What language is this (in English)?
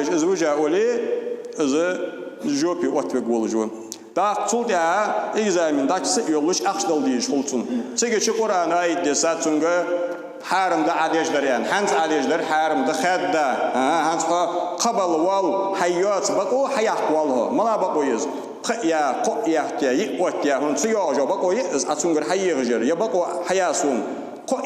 Ingush